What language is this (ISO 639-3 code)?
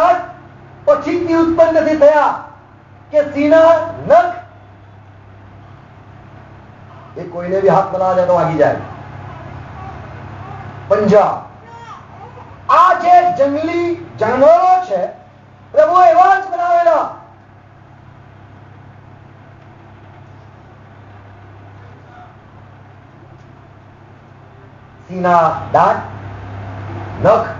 guj